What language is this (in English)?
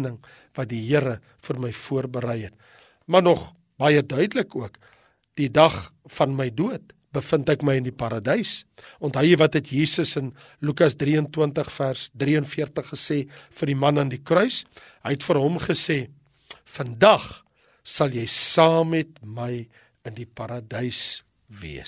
Afrikaans